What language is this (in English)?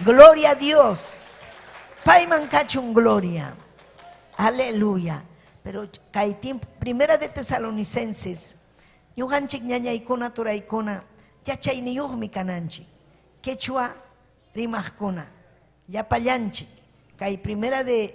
Ayacucho Quechua